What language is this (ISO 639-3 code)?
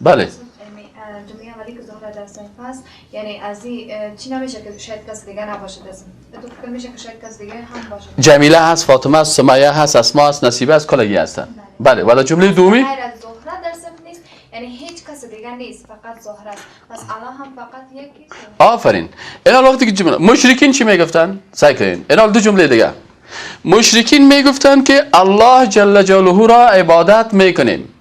fas